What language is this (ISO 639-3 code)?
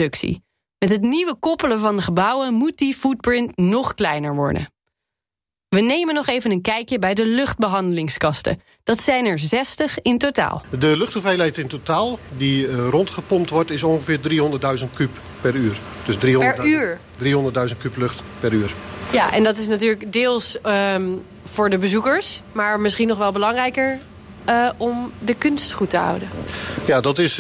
nld